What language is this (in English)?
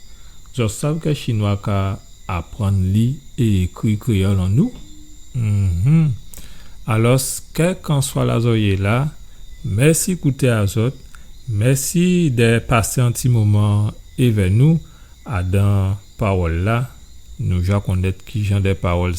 Guadeloupean Creole French